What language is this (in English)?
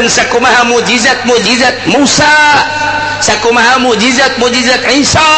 Sundanese